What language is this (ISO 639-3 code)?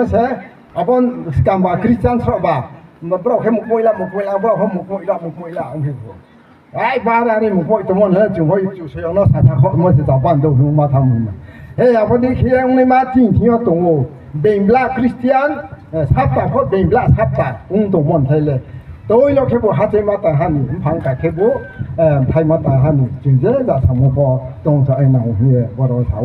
ria